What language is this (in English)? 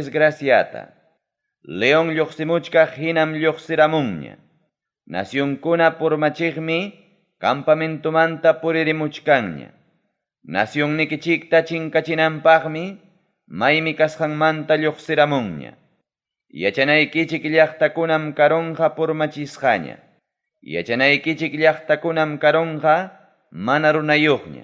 Ayacucho Quechua